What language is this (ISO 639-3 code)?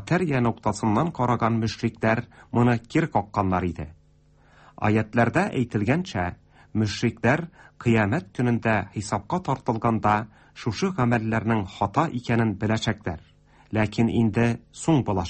tat